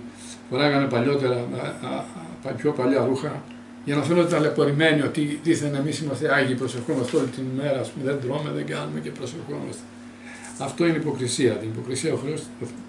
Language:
Greek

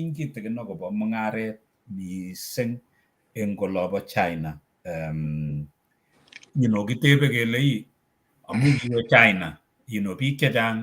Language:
Kalenjin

